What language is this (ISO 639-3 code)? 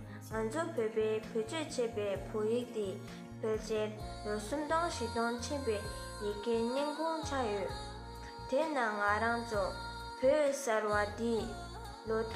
bod